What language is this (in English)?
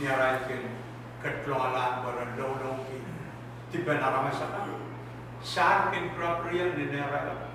Pohnpeian